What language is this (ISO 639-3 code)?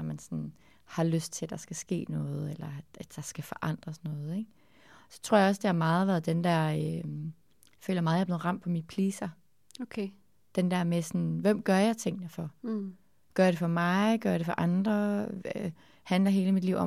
dan